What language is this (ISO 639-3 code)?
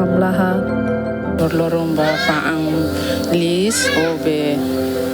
tet